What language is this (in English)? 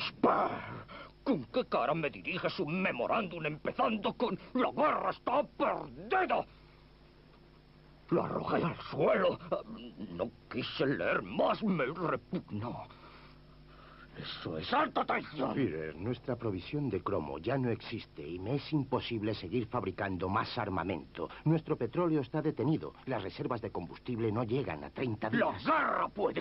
Spanish